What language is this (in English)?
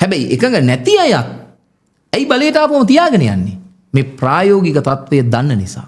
Sinhala